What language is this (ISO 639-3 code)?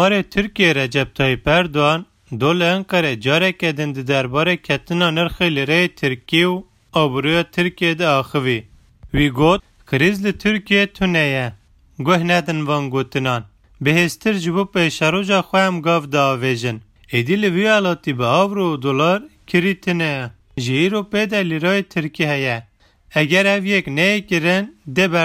kur